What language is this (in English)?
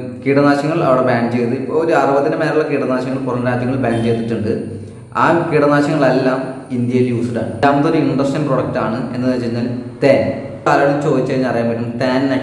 Malayalam